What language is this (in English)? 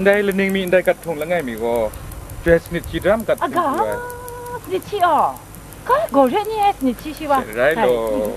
Kachin